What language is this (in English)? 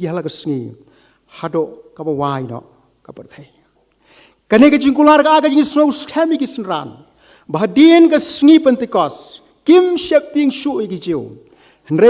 Khasi